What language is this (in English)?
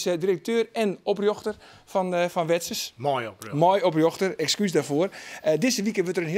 Western Frisian